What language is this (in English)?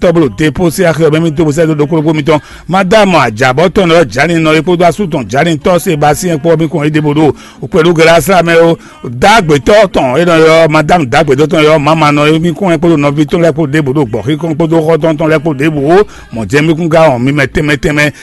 Fon